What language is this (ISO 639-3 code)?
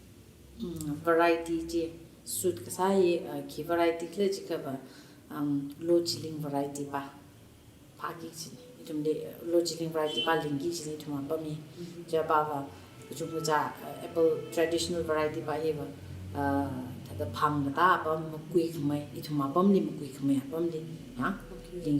nmf